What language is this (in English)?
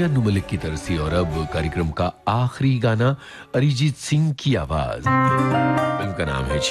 Hindi